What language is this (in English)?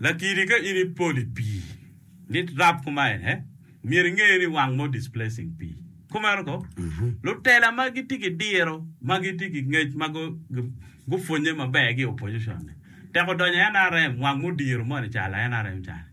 Acoli